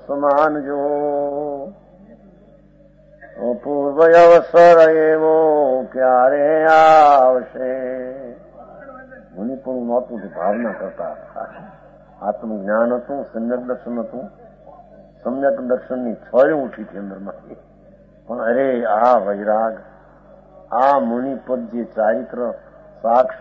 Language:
Gujarati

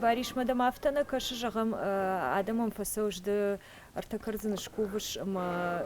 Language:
Ossetic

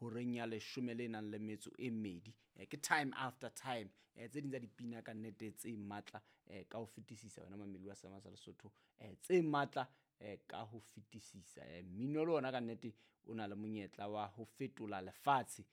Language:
Southern Sotho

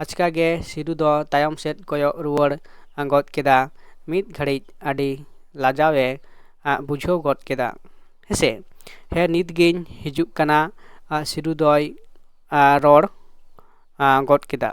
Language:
Santali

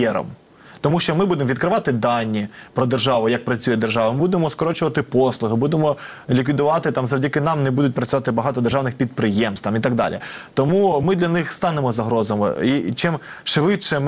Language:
Ukrainian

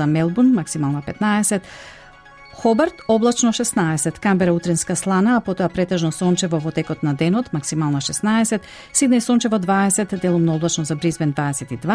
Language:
Macedonian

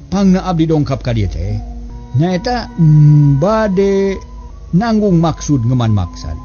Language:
Sundanese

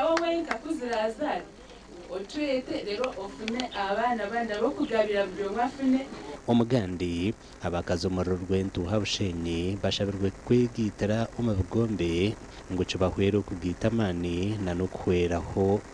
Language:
Nyankole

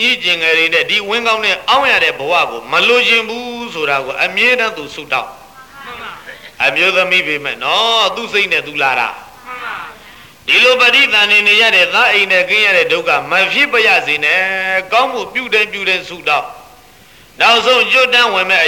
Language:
Burmese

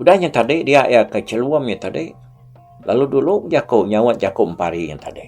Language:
Iban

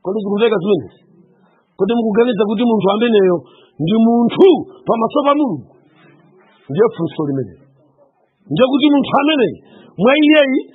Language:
Nyanja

